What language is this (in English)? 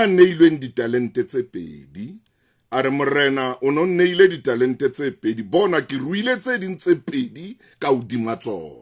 Southern Sotho